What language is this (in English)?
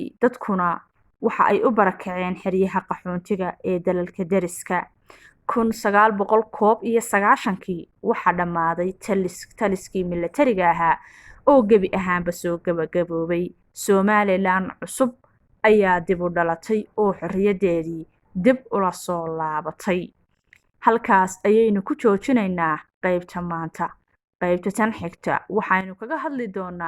Somali